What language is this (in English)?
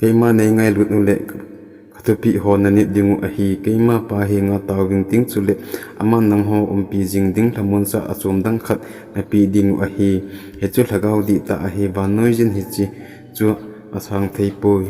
Thado Chin